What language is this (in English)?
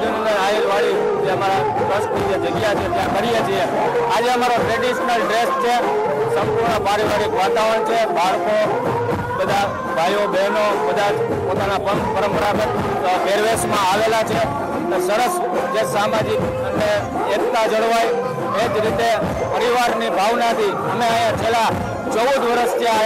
Gujarati